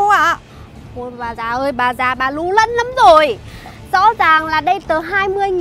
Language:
Vietnamese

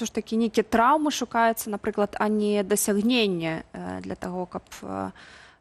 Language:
Belarusian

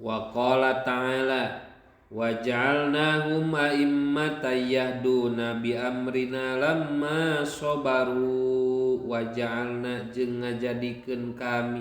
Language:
Sundanese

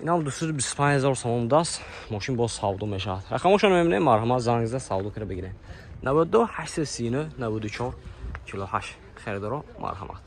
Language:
Tajik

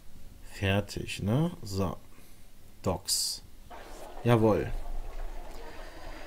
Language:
German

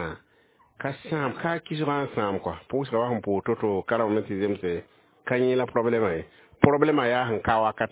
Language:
Mossi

